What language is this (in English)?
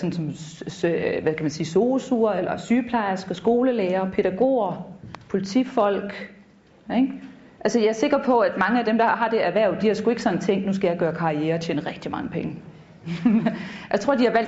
Danish